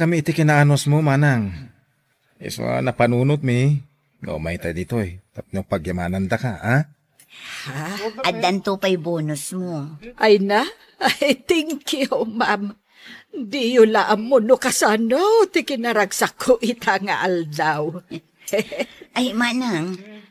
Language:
Iloko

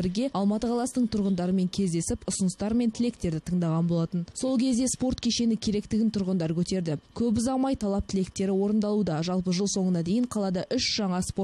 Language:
Kazakh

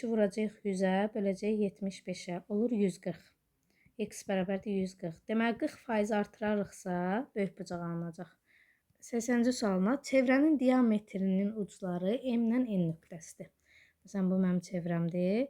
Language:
Azerbaijani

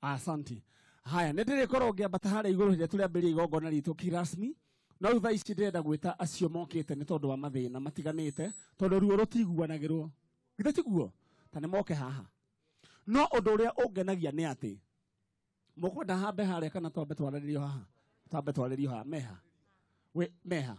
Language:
Kikuyu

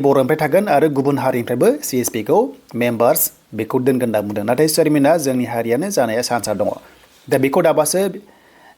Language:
Bodo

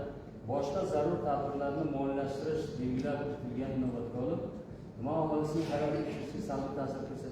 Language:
Uzbek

